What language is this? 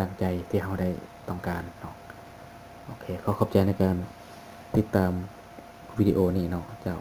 Lao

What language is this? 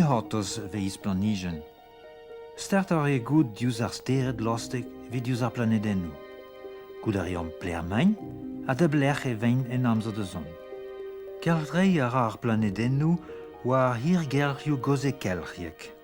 Breton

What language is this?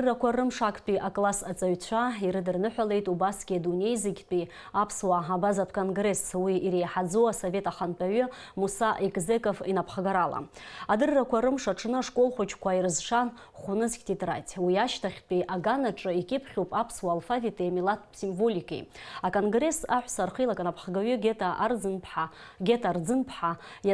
Abkhazian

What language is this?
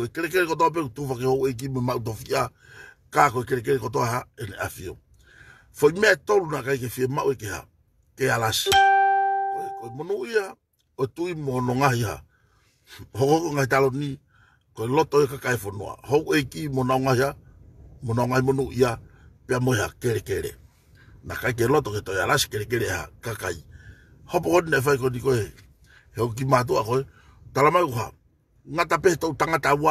Tongan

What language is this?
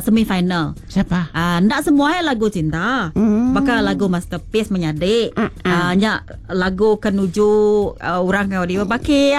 Iban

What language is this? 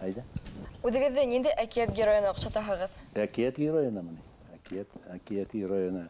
Bashkir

